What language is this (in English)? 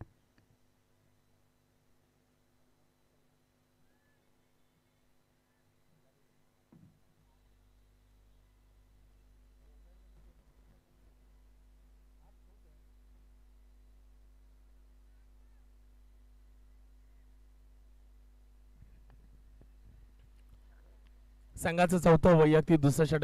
Marathi